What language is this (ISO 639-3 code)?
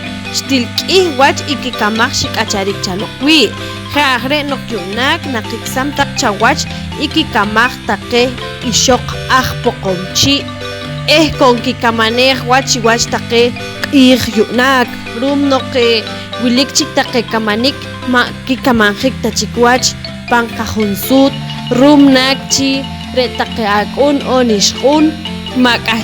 poh